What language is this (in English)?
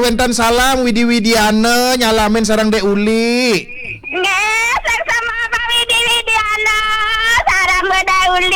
Balinese